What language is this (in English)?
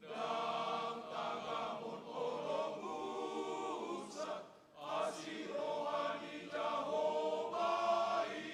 Batak Toba